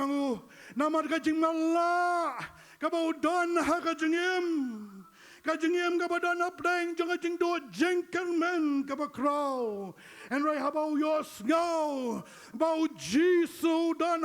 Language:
Khasi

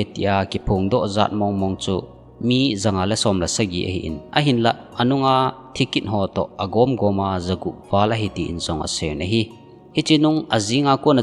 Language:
Thado Chin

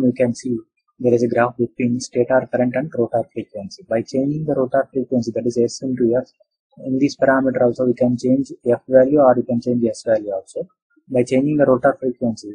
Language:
English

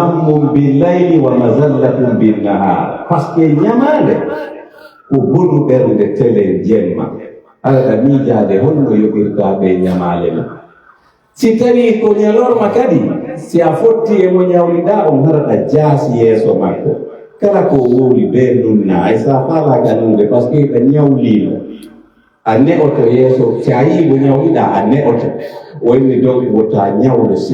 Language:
Pular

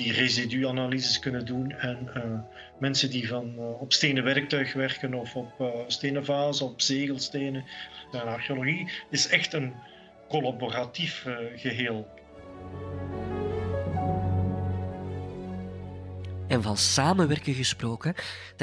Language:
Dutch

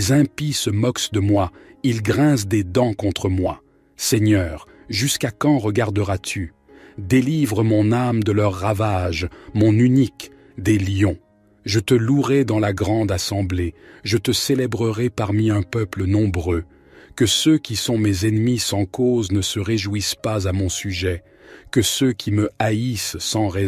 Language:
French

